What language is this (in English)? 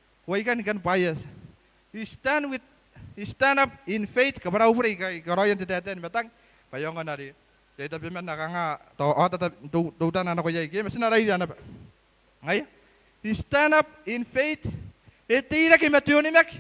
Gilbertese